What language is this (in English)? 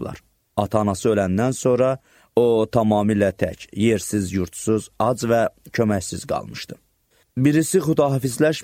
Azerbaijani